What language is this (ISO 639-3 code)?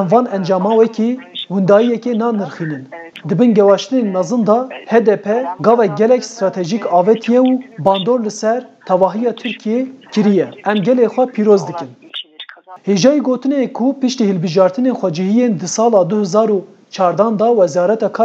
kur